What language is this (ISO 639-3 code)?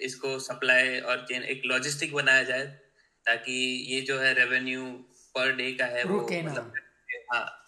hin